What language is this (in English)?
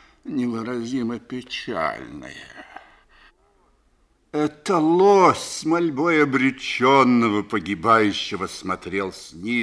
Russian